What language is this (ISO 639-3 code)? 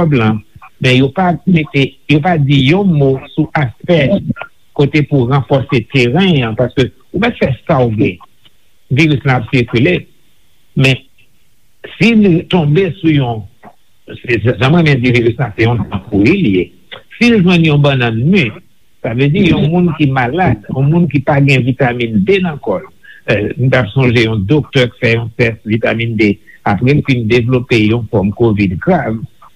hat